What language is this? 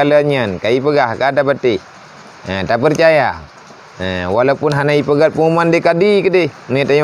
Achinese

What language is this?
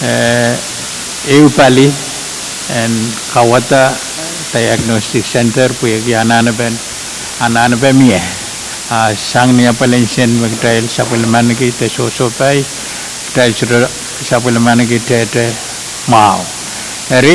Pohnpeian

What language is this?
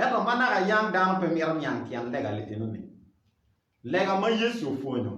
Acoli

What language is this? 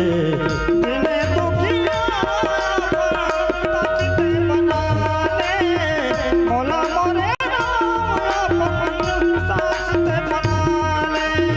Chhattisgarhi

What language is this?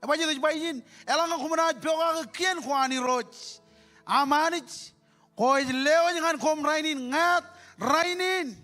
Marshallese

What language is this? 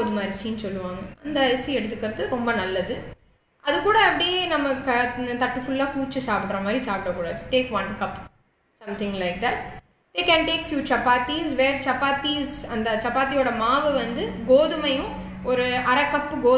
Tamil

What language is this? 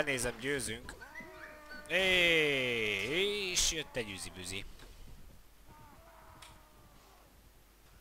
Hungarian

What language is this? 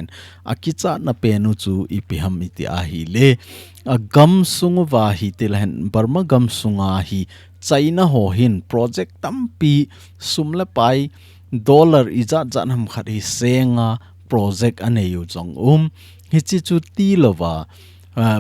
Thado Chin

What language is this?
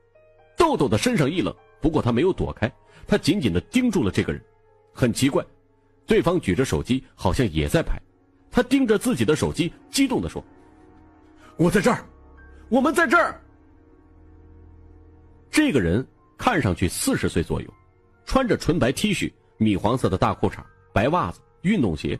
Chinese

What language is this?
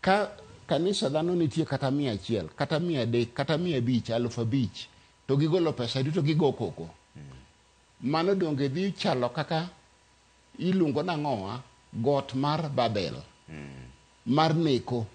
Luo (Kenya and Tanzania)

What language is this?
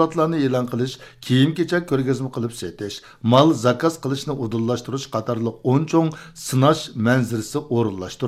Uyghur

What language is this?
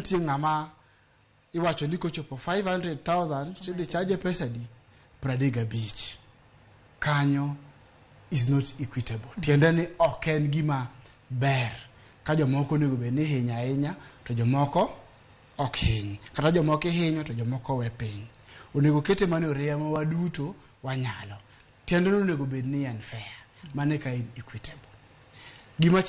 Luo (Kenya and Tanzania)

